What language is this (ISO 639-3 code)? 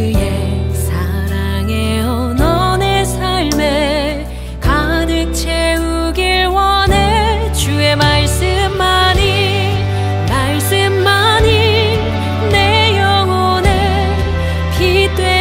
kor